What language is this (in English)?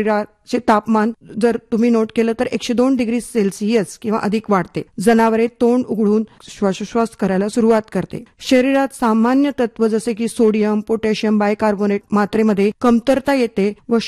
Marathi